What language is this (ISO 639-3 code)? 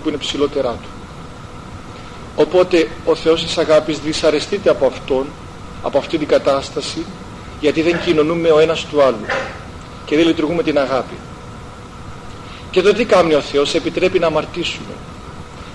ell